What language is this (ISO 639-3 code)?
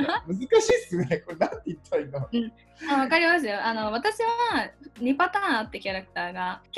jpn